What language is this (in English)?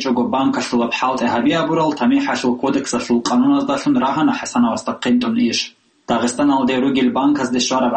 Avaric